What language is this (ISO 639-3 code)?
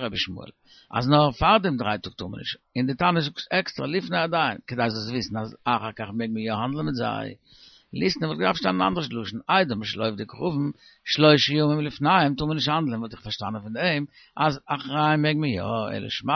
yid